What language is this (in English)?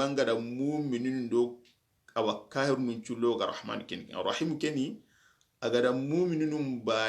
Soninke